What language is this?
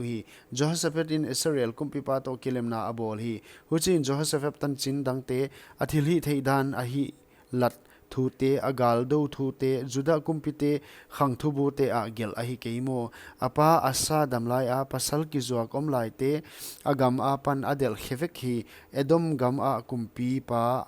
Paite Chin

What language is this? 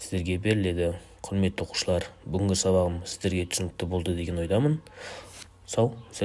Kazakh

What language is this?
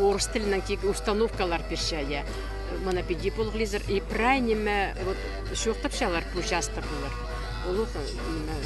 Khakas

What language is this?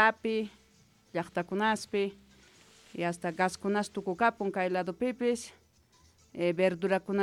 Quechua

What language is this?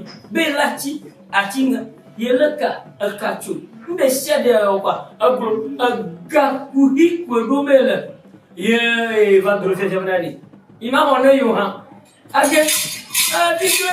Ewe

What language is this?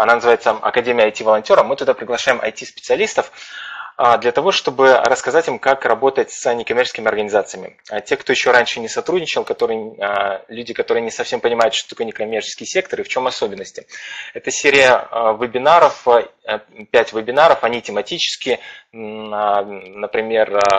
Russian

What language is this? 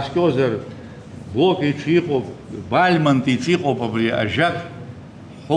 Abkhazian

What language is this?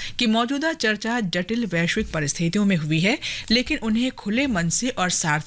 Hindi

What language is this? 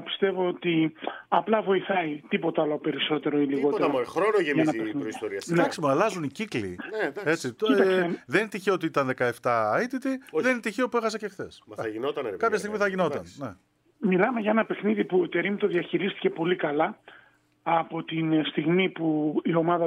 Greek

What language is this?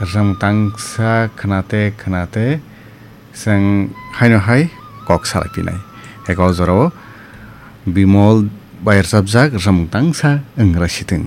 Kok Borok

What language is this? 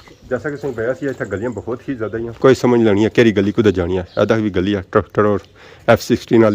Pahari-Potwari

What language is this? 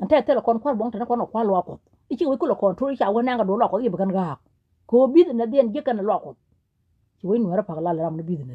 Nuer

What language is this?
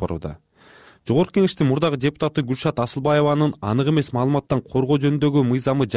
Kyrgyz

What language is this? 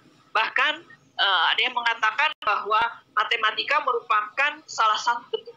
Indonesian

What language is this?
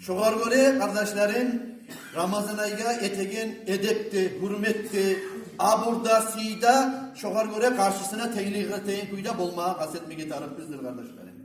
Kumyk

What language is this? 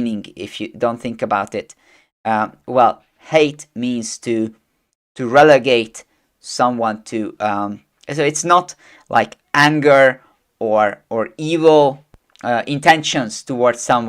English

